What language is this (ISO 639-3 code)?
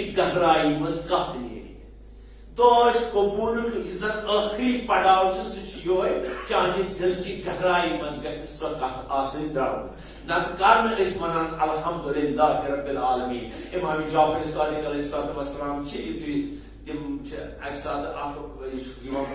kas